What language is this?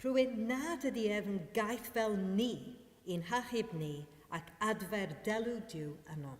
Welsh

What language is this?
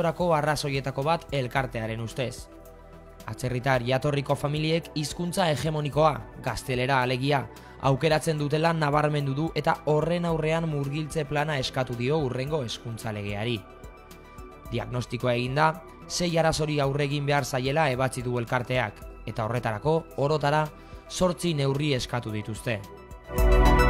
Basque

